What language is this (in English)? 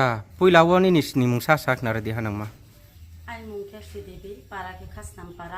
Riang (India)